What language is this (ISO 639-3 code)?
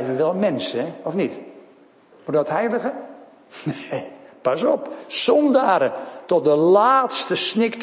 nld